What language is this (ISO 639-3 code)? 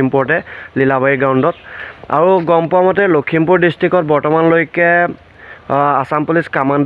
asm